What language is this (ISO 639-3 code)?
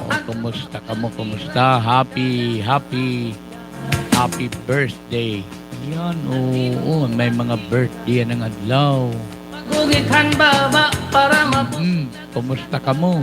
war